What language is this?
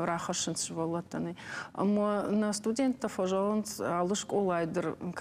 Ossetic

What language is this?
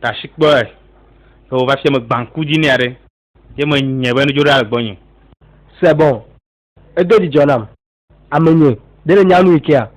Ewe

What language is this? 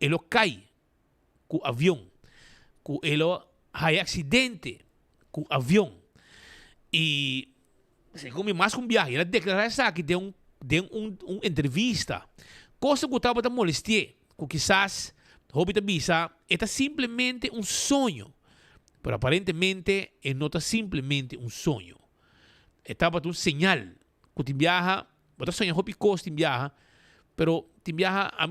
Papiamento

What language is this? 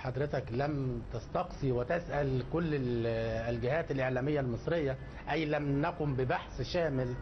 Arabic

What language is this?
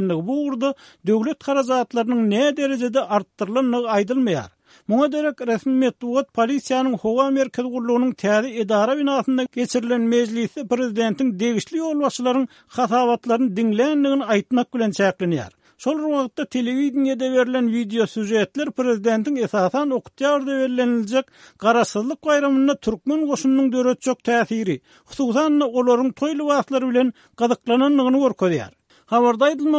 Turkmen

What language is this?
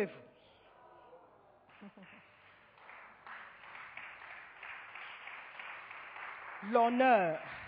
French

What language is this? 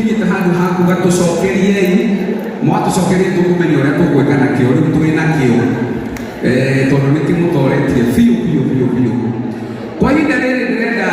Kikuyu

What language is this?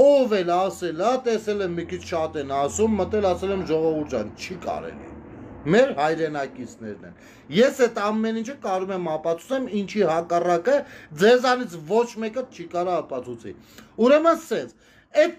Armenian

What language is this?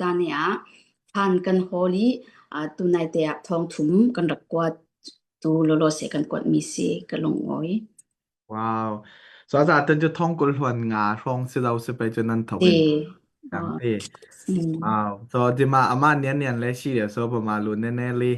Falam Chin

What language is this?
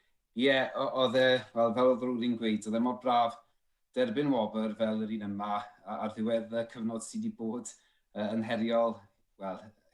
Welsh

